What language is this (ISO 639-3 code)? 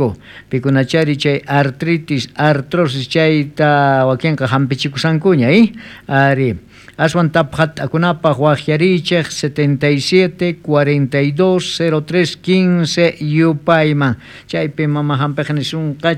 quh